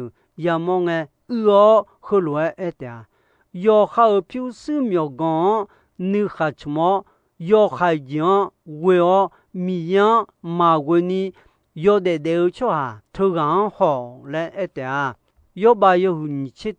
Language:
Akha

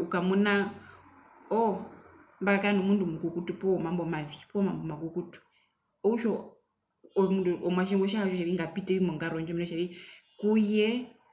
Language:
Herero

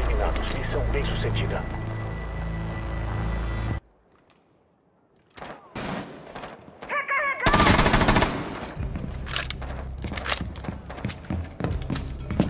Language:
Portuguese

